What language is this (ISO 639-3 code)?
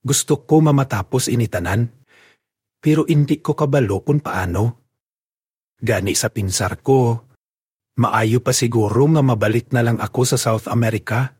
hil